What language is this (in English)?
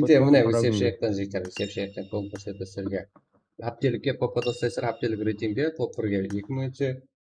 Kara-Kalpak